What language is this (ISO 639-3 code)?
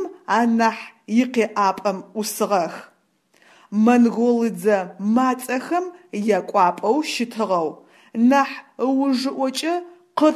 ady